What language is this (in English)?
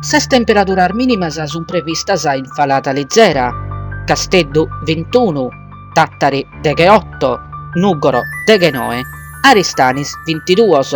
Sardinian